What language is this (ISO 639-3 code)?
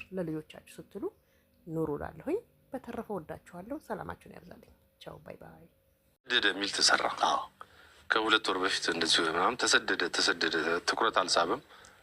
amh